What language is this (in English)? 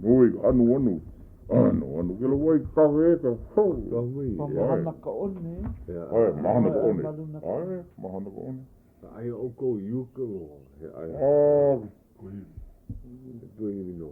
Hawaiian